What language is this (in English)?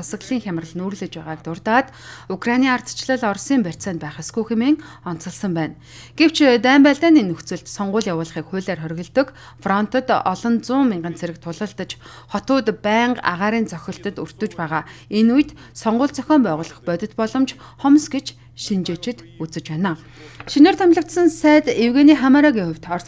Mongolian